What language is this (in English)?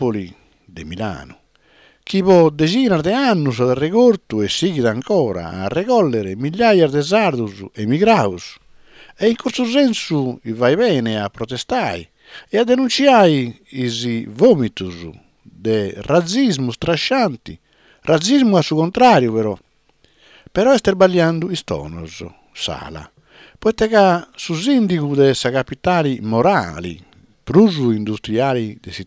Sardinian